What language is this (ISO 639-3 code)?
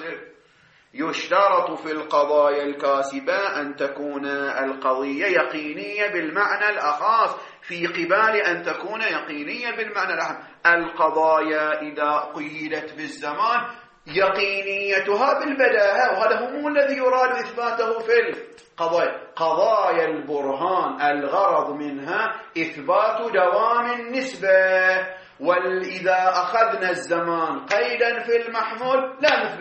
ara